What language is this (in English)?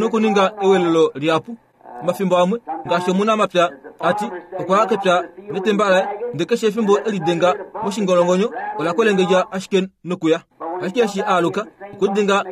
Kuanyama